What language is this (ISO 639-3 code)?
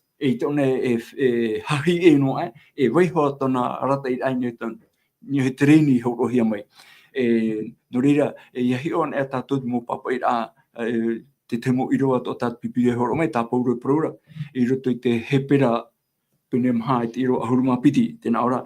tah